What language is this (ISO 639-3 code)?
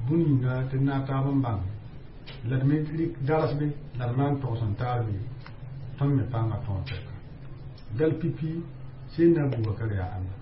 mos